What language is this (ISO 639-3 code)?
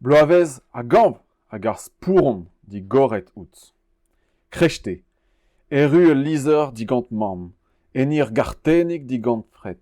bre